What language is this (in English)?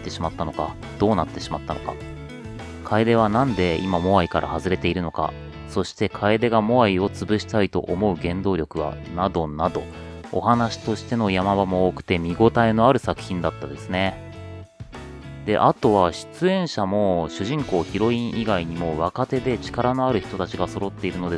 Japanese